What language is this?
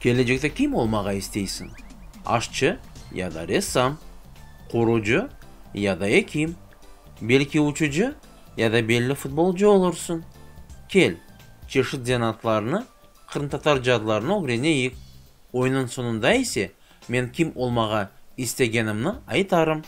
Crimean Tatar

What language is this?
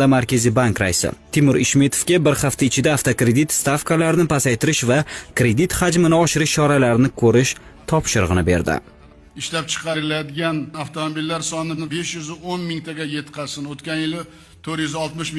Uzbek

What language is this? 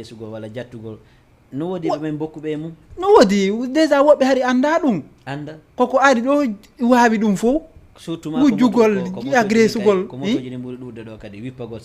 Fula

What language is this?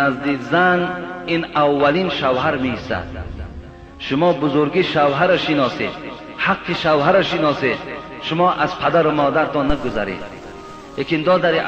Tajik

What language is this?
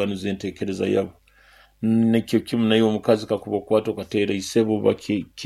Nyoro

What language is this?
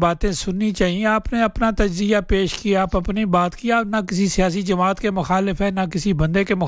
Urdu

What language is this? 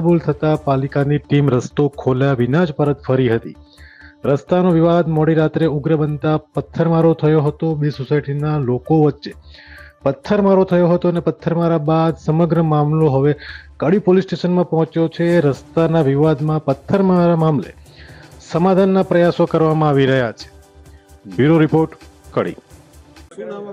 Gujarati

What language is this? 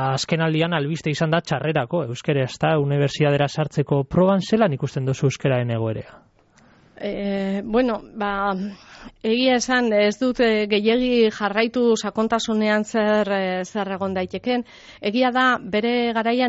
Basque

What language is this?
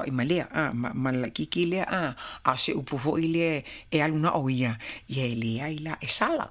Samoan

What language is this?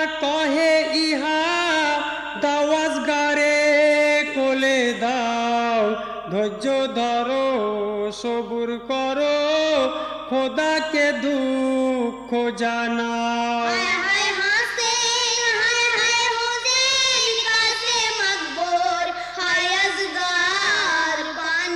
Bangla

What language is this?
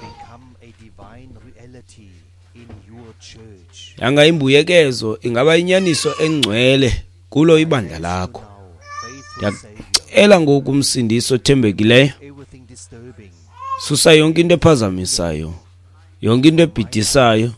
Xhosa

